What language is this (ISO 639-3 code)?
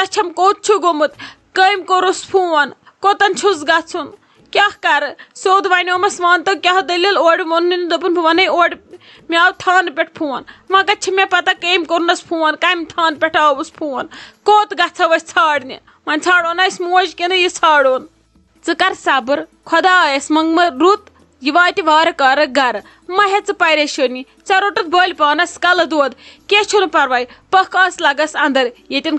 kas